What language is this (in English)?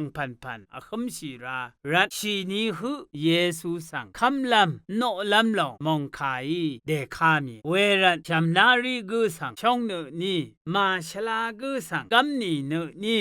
Rawang